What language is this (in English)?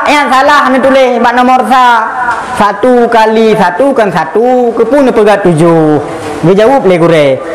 Achinese